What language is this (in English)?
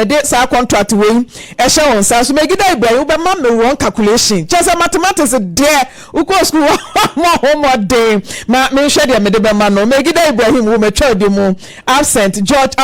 Akan